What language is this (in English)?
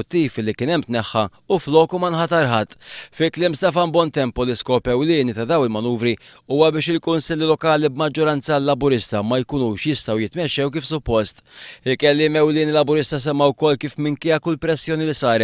Maltese